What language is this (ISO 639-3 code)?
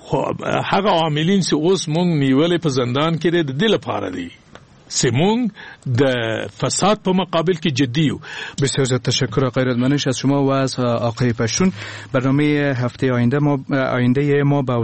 fas